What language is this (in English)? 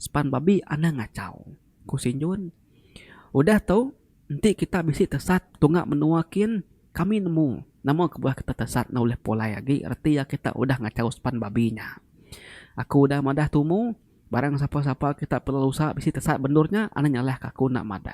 Iban